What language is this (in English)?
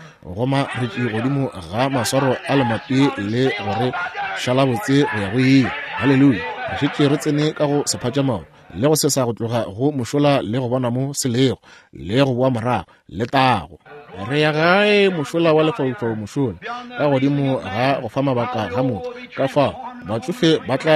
Northern Sotho